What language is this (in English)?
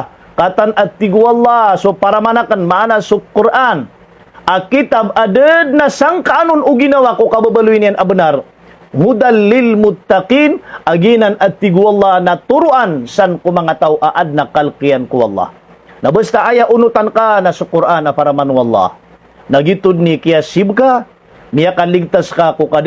Maranao